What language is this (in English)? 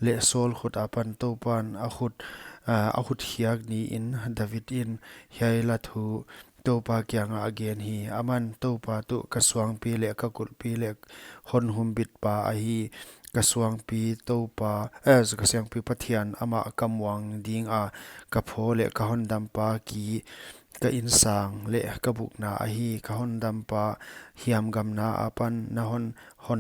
Paite Chin